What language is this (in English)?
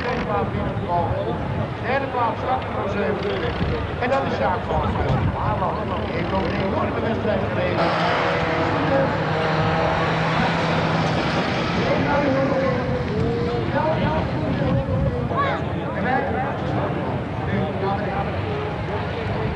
Dutch